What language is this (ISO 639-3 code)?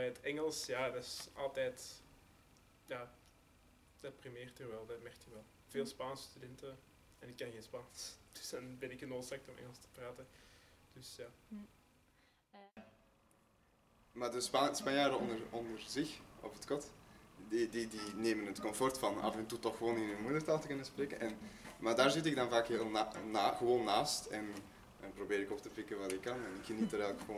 nld